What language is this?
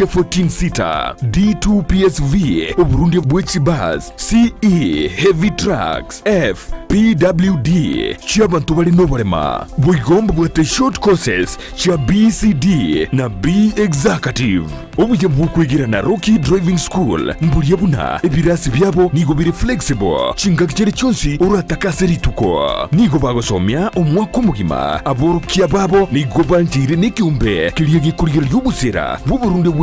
Gusii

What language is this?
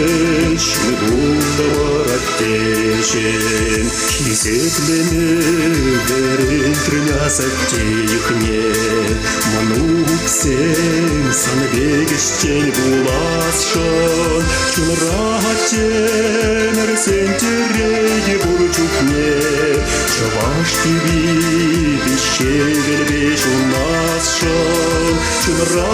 Chuvash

